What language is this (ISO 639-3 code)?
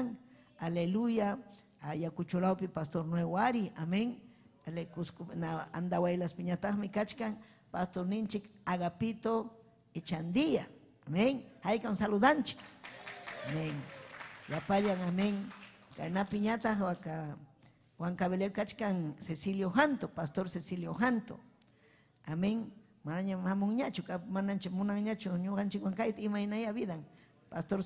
quy